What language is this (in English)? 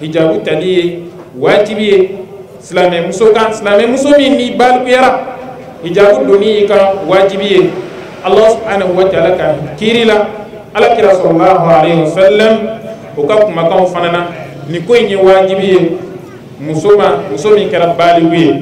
Bambara